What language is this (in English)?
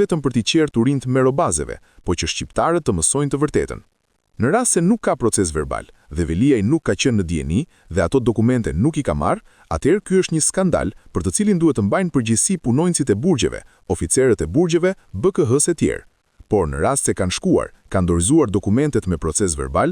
Albanian